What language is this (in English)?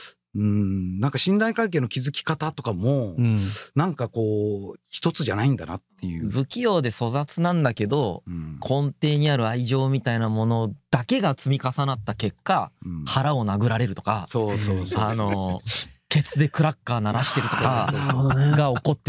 Japanese